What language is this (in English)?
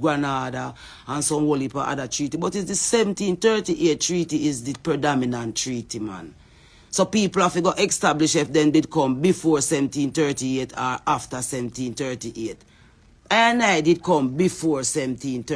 Jamaican Creole English